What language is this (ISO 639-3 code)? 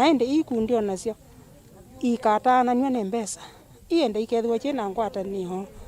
kam